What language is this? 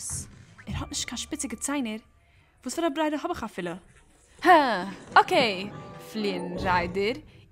Yiddish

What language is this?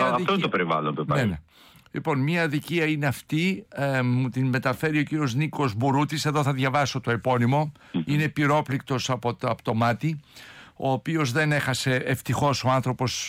Greek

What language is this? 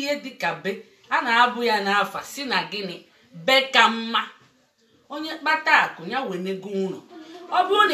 Igbo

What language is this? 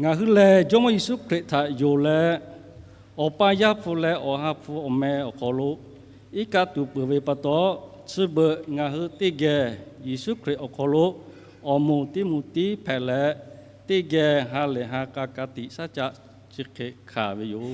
Lahu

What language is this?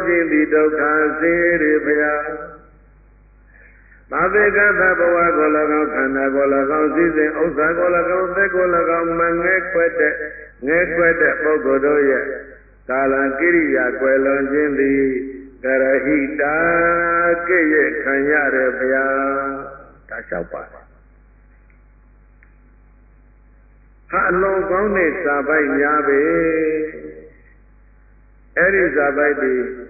Burmese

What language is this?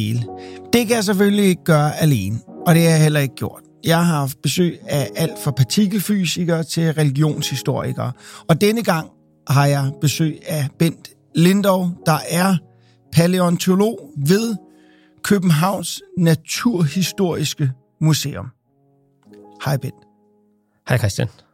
Danish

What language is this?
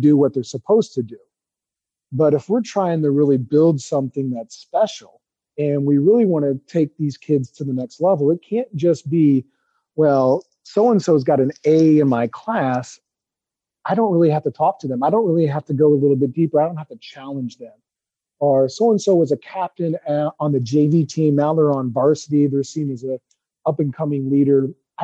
English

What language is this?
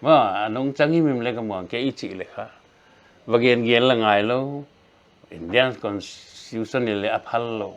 Paite Chin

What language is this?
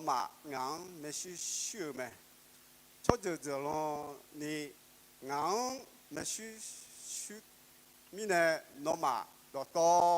Akha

